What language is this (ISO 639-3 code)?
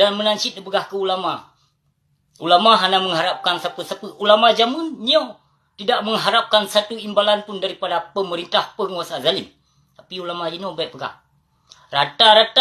ace